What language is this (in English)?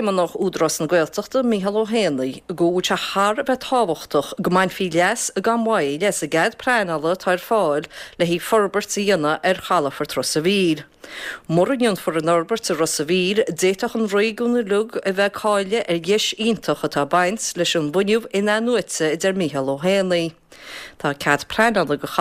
Irish